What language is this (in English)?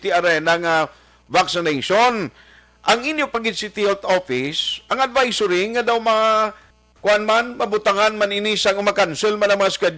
Hiligaynon